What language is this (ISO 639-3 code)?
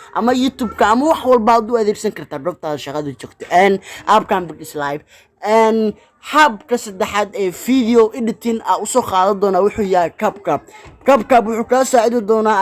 som